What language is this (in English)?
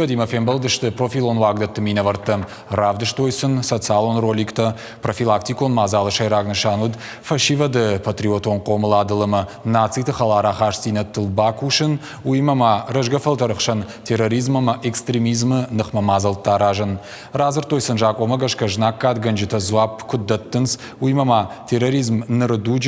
Ossetic